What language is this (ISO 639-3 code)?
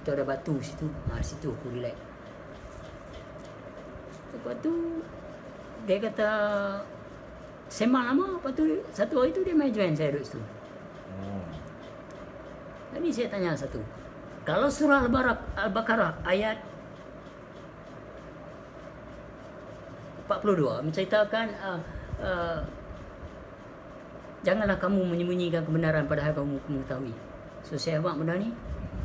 msa